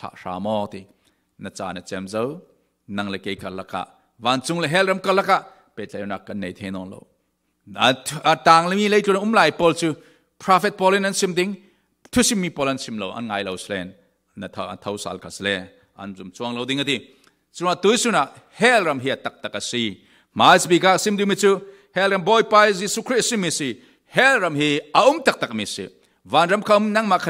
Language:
Falam Chin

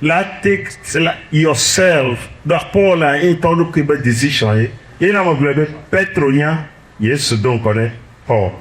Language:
Ewe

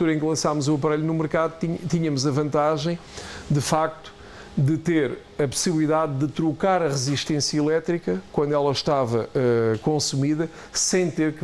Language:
Portuguese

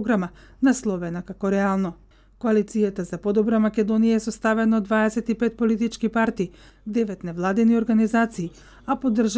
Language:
Macedonian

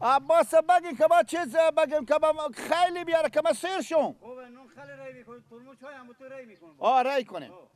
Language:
Persian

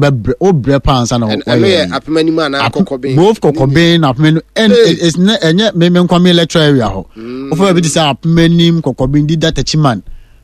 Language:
Akan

